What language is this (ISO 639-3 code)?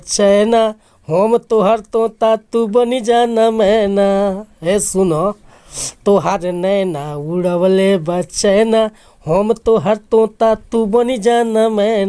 bho